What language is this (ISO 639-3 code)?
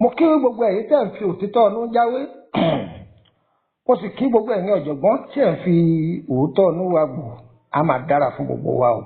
yor